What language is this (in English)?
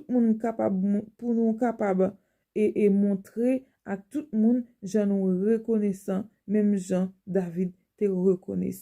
Haitian Creole